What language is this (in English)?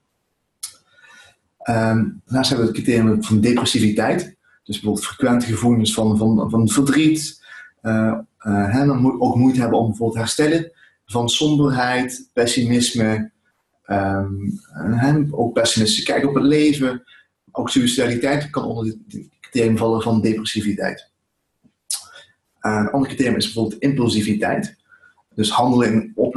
Dutch